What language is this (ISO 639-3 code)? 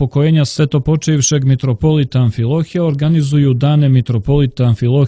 hrv